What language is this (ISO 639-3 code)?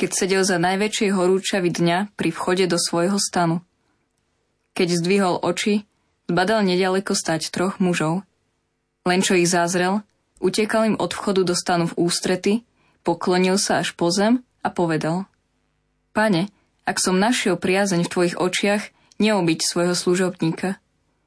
slk